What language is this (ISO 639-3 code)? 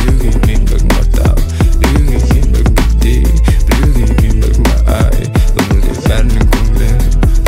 kaz